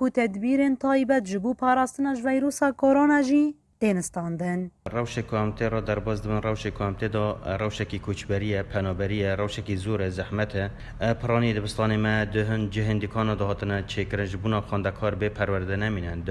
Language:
Kurdish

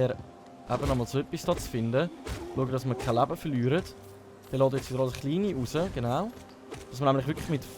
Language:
Swiss German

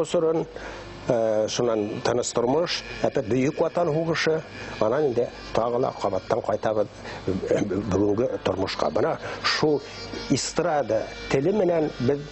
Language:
Bashkir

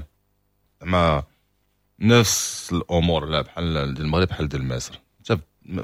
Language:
Moroccan Arabic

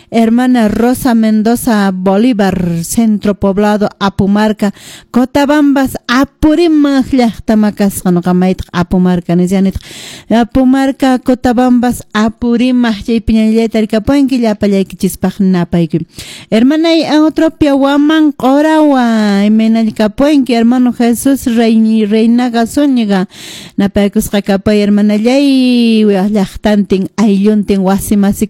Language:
Quechua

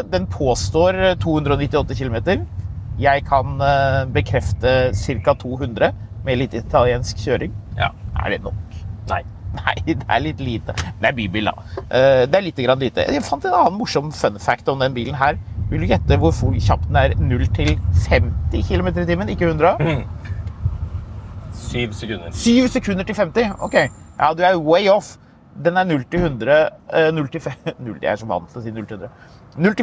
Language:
Norwegian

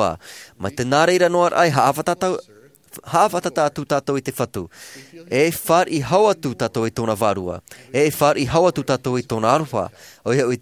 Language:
Tahitian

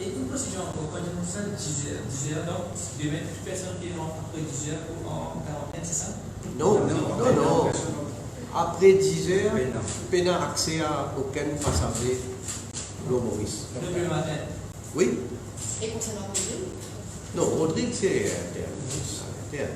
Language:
Morisyen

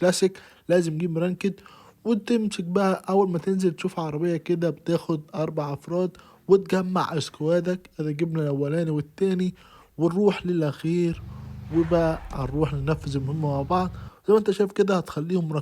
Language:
Egyptian Arabic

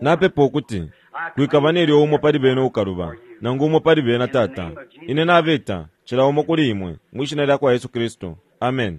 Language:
Bemba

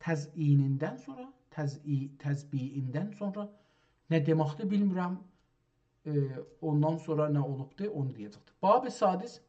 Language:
South Azerbaijani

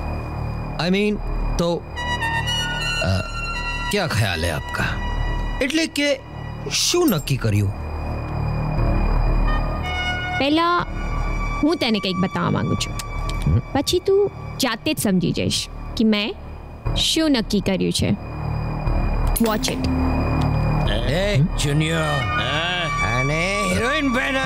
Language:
Gujarati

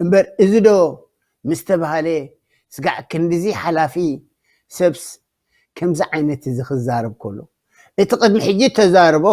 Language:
Tigrinya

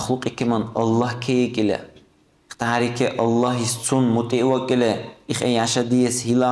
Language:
Dargwa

